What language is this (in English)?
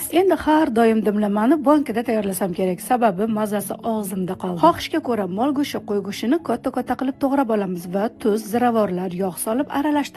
Uzbek